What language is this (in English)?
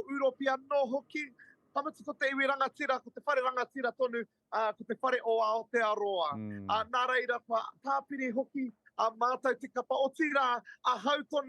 Māori